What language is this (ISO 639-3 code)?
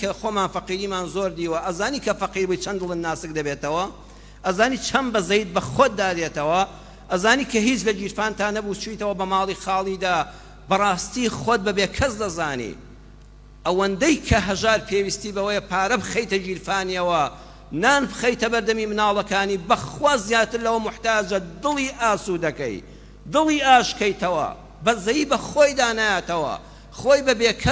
ckb